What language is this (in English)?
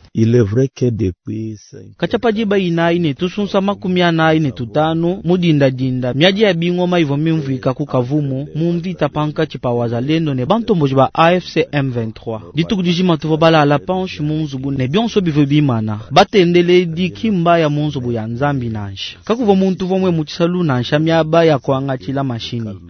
Luba-Lulua